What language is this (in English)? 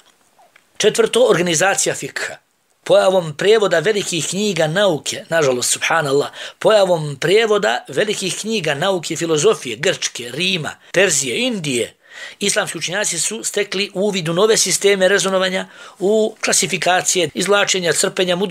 Bosnian